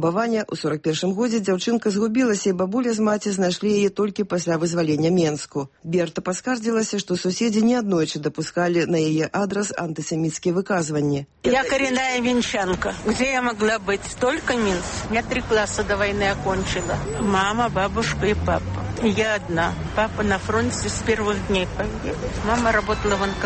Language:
Belarusian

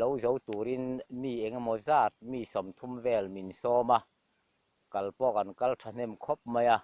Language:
Mizo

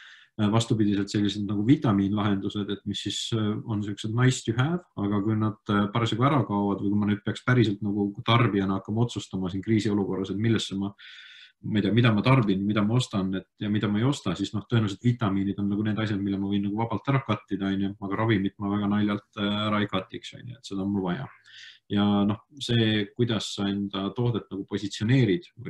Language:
Estonian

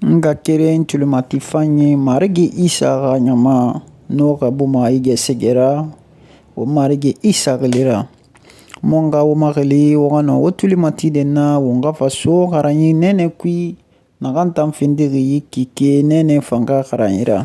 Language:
Susu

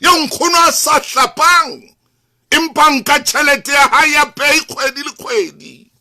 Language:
Southern Sotho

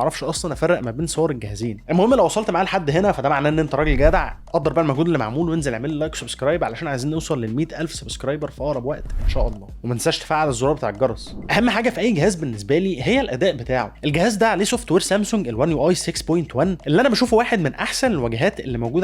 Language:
Egyptian Arabic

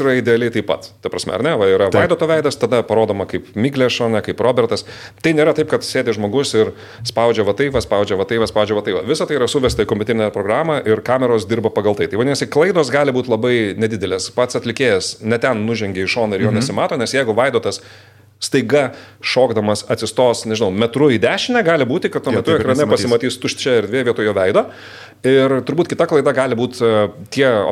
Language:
Lithuanian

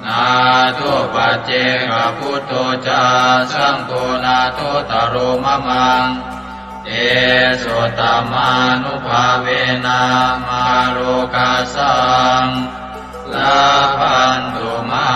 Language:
Pali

